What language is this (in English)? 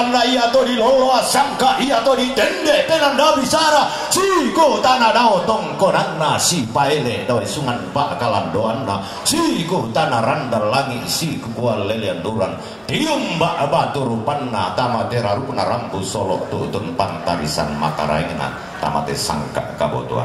Toraja-Sa'dan